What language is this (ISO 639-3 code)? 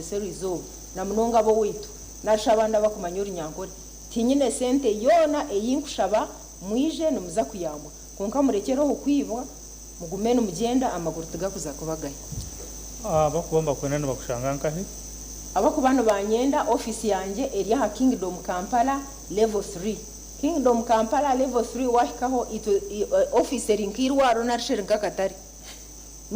nyn